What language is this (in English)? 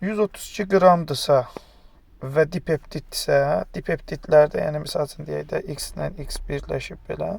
Azerbaijani